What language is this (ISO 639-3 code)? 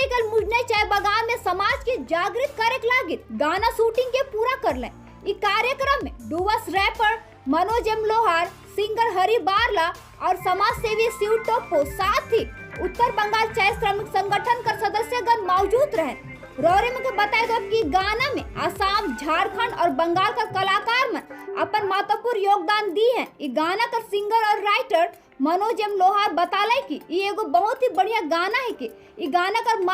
sck